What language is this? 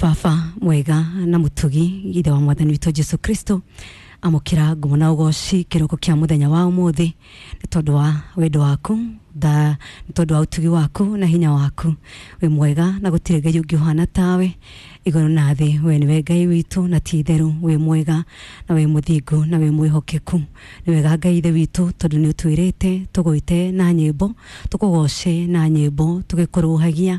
Kikuyu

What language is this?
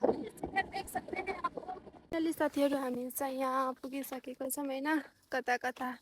Nepali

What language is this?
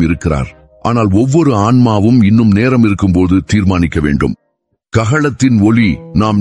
Tamil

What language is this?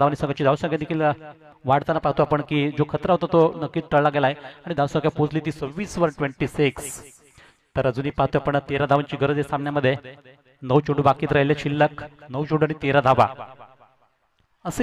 Marathi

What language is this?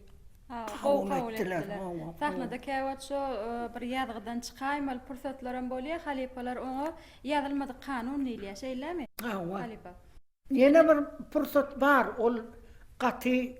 Turkmen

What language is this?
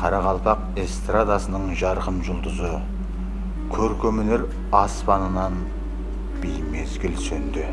Kara-Kalpak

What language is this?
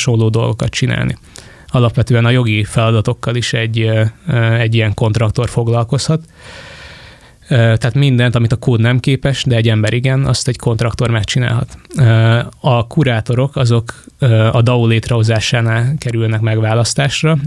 Hungarian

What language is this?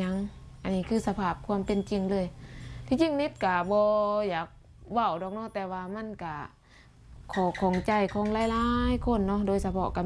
Lao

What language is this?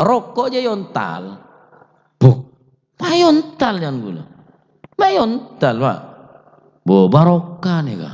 Madurese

